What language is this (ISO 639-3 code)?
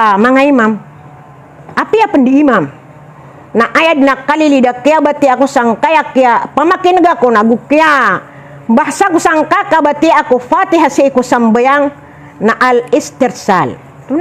mrw